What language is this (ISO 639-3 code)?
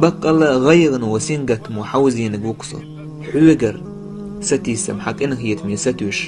che